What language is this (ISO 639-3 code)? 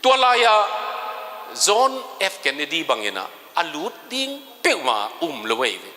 ctd